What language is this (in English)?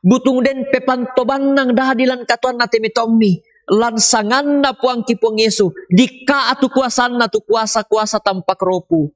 Toraja-Sa'dan